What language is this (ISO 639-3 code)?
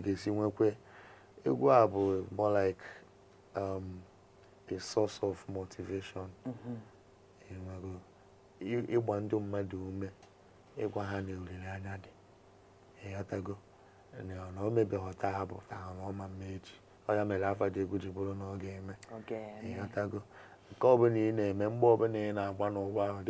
ibo